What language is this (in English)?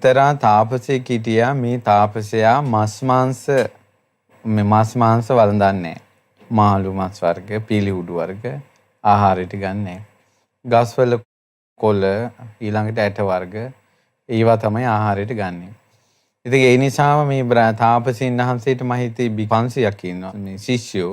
Sinhala